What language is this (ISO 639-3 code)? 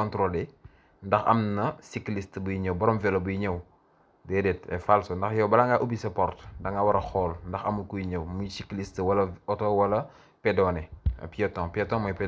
wol